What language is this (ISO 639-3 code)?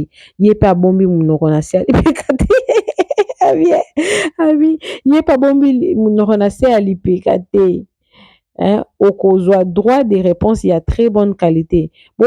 lin